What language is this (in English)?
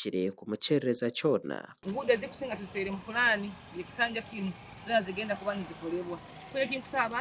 Nyankole